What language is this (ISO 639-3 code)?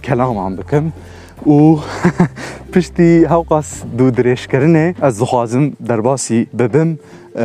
kur